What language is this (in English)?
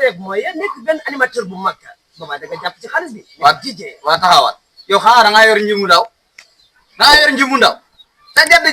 Wolof